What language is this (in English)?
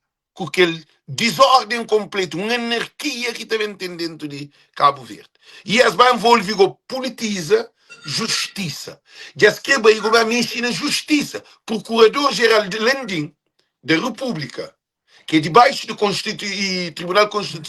Kabuverdianu